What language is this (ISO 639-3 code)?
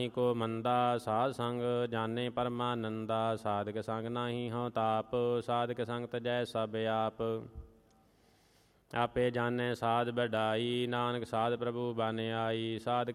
pan